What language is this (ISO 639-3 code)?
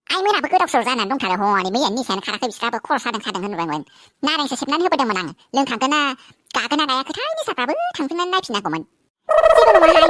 brx